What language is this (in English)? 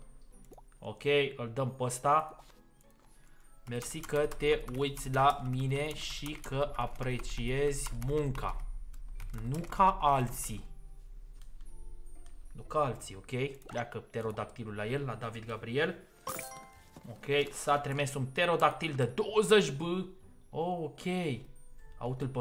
Romanian